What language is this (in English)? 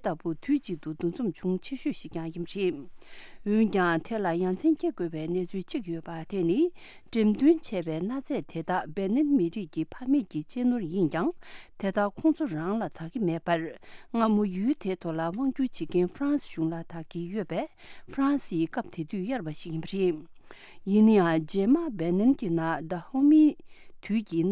Tibetan